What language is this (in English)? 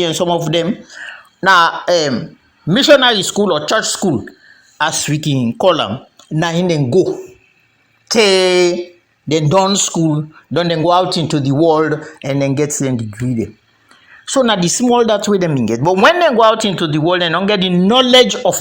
Krio